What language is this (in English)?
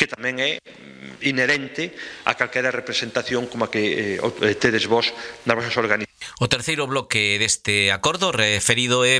Galician